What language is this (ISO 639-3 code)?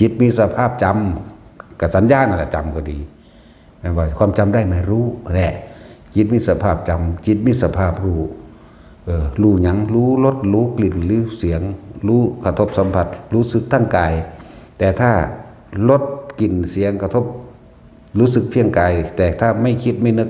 tts